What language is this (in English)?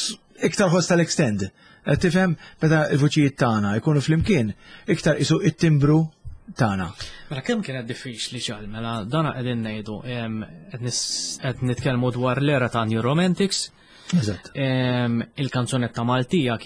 Maltese